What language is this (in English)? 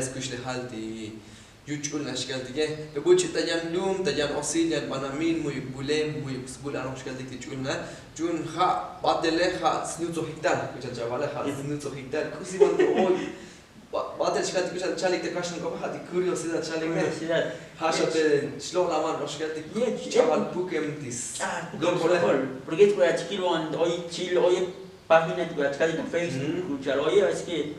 Tzotzil